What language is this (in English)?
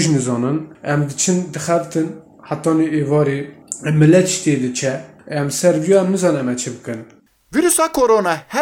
Kurdish